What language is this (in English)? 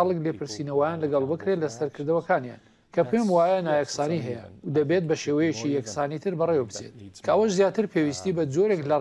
Central Kurdish